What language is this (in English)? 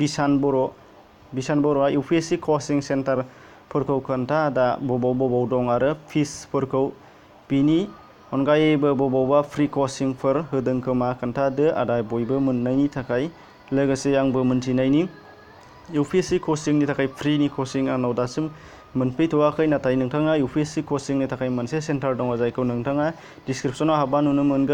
Bodo